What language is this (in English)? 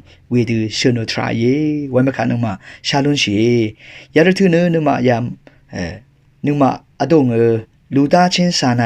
Rawang